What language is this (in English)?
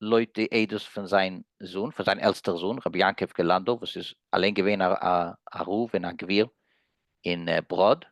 Yiddish